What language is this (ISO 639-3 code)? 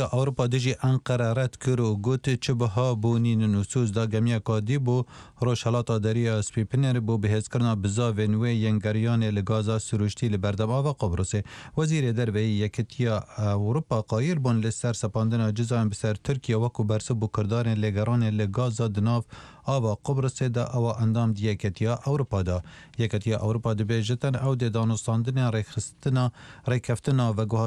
ckb